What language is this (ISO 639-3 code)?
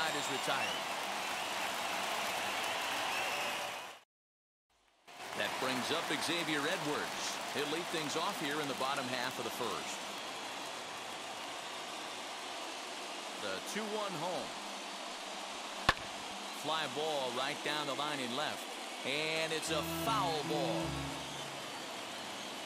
eng